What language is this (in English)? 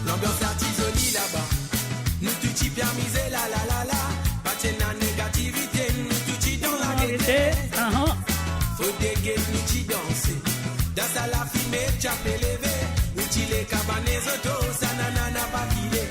Morisyen